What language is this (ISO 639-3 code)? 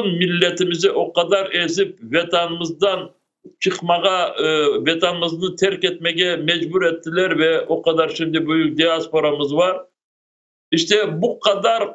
crh